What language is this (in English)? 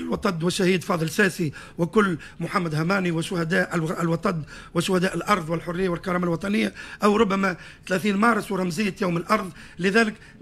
Tunisian Arabic